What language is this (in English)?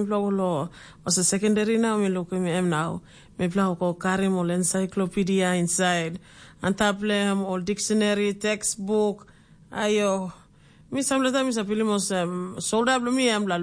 Tok Pisin